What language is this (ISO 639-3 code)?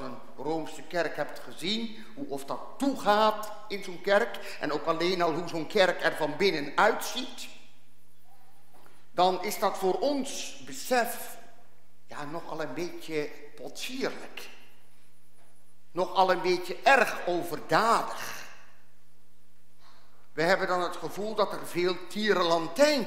nld